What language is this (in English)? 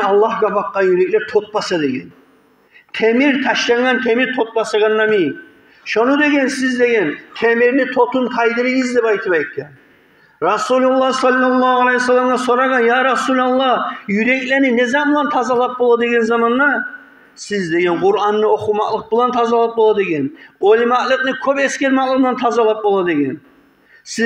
Kumyk